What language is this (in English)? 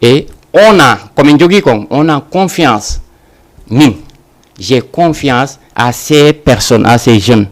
Fula